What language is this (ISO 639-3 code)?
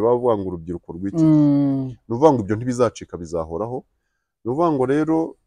kin